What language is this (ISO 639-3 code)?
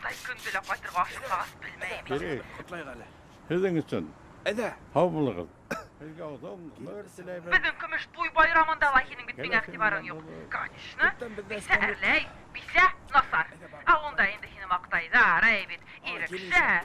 bak